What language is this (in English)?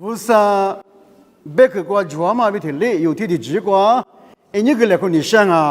Lisu